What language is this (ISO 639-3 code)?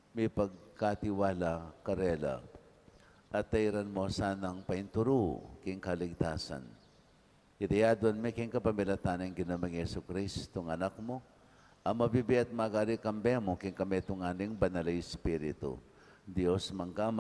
pam